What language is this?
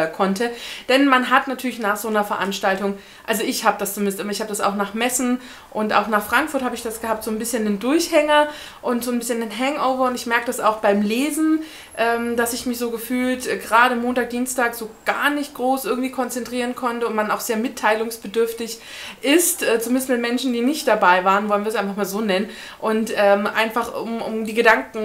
German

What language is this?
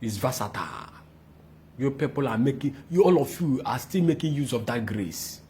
Igbo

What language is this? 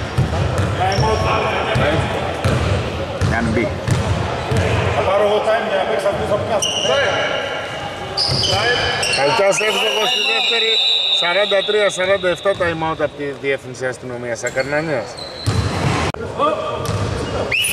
Greek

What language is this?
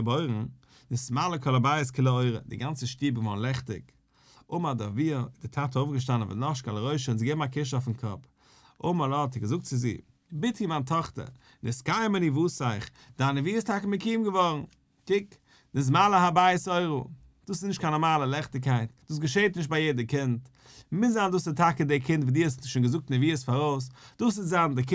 Yiddish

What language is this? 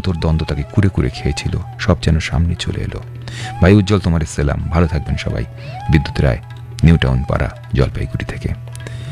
Bangla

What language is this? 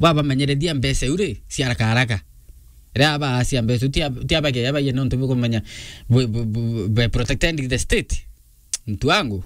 Meru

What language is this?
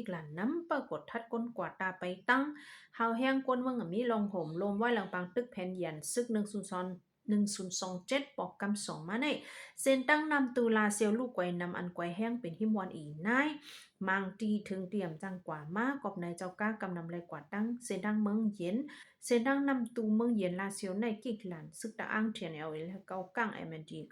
Shan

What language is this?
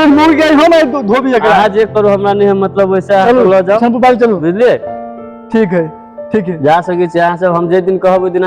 Maithili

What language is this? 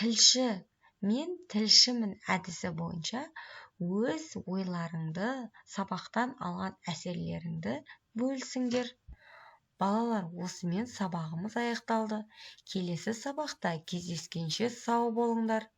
Kazakh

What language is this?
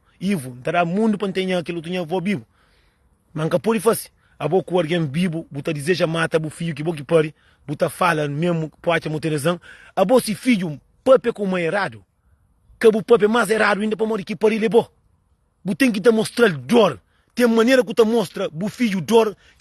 Kabuverdianu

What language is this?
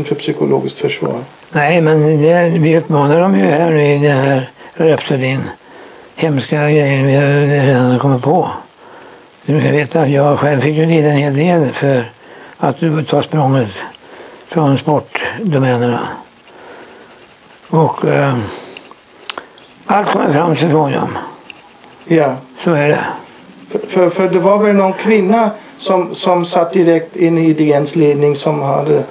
Swedish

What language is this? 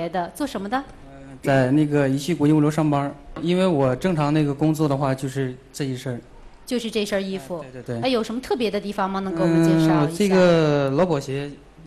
Chinese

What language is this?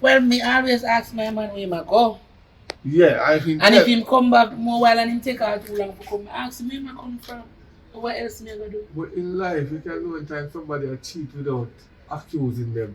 Jamaican Creole English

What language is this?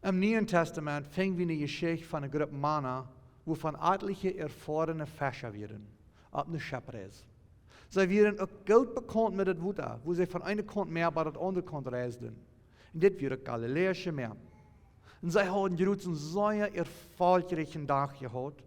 Plautdietsch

